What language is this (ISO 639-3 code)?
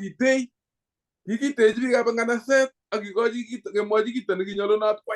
kln